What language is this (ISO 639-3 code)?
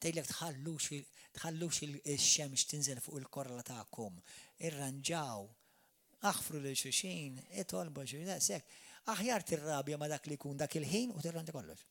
mlt